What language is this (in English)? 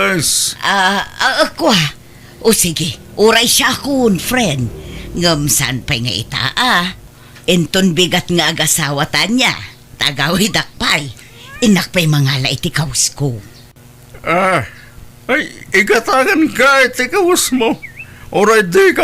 Iloko